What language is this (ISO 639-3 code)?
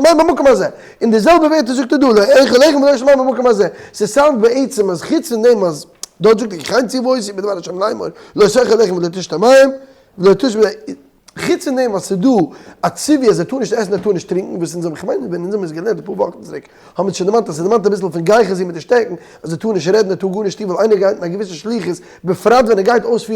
yid